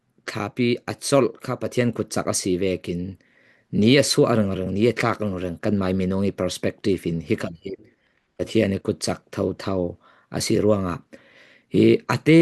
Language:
Falam Chin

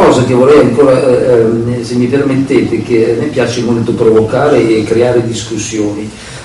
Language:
Italian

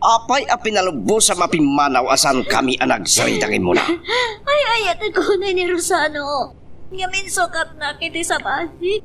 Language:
Iloko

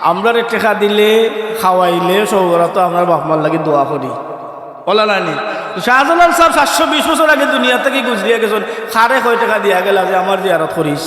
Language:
Sylheti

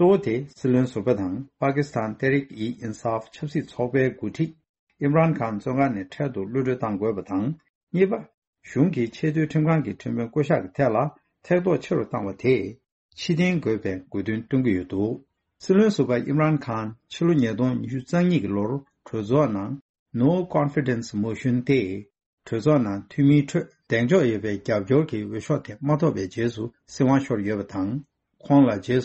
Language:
Tibetan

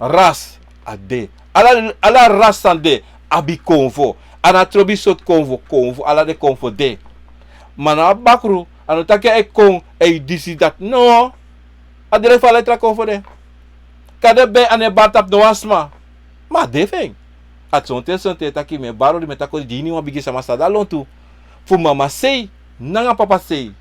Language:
Sranan Tongo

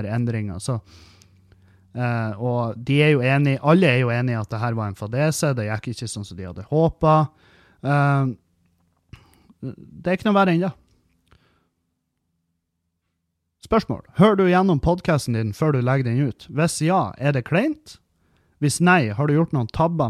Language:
Norwegian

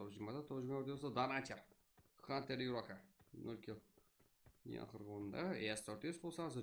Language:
Kara-Kalpak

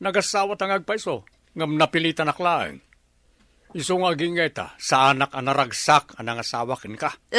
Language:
Iloko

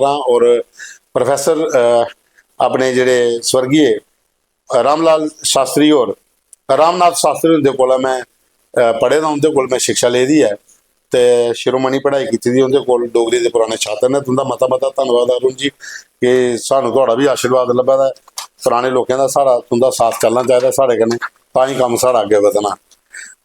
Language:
Dogri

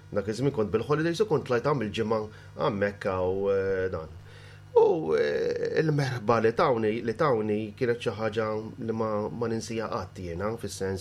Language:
Maltese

